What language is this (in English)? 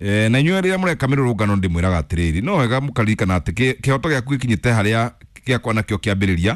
Kikuyu